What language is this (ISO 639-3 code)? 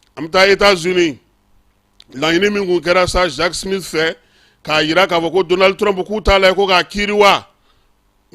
bam